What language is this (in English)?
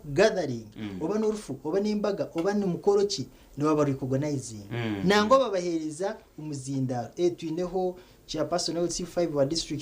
Nyankole